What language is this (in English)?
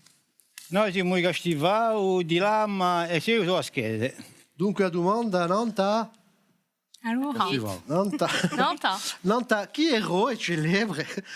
Corsican